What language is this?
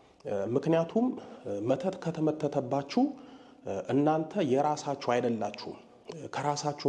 Amharic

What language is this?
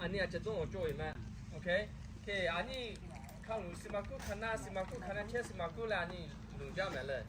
Lahu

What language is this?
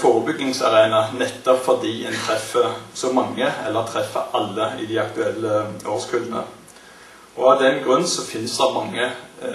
Norwegian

